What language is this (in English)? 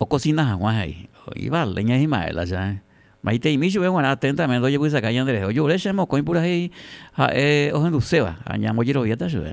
Guarani